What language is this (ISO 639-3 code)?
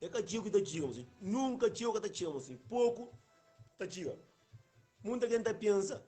kea